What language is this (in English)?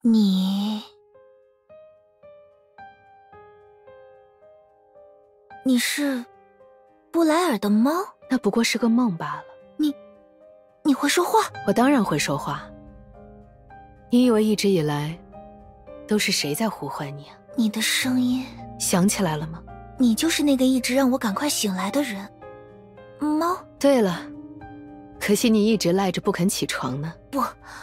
Chinese